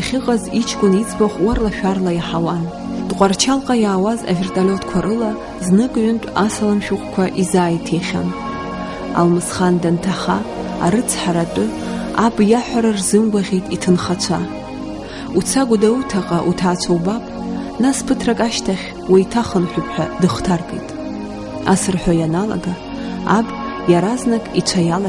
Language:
Abkhazian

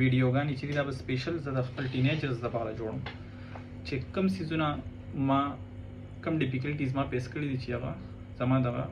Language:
Pashto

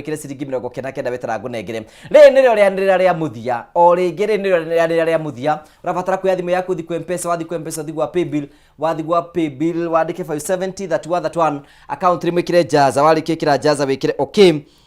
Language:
Kikuyu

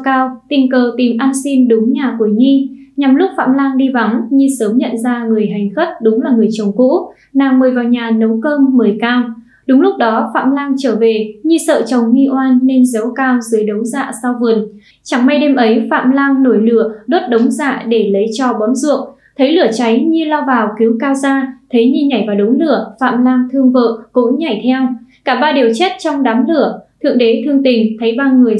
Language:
Vietnamese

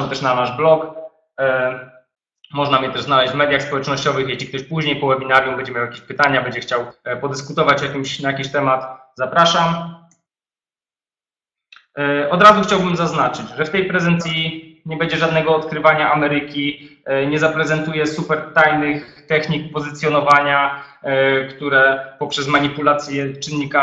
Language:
Polish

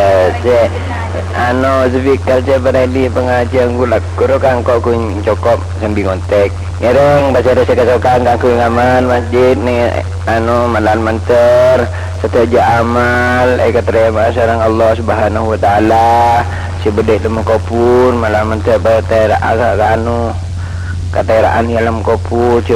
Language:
Madurese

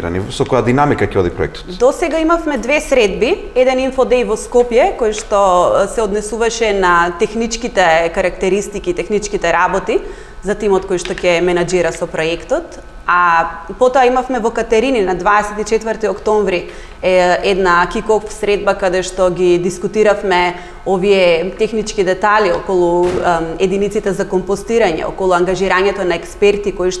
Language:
Macedonian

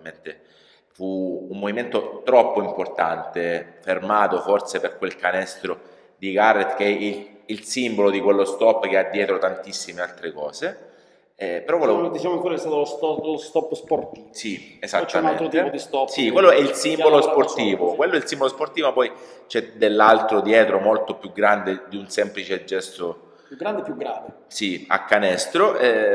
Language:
Italian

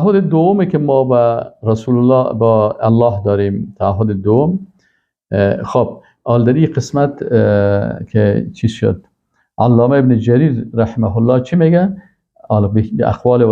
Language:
Persian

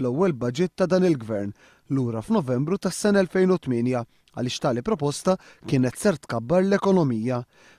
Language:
Maltese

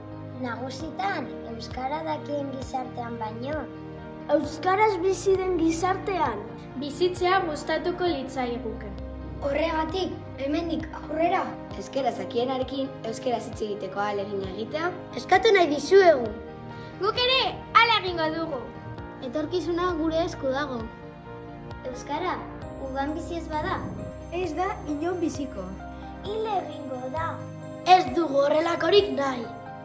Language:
Basque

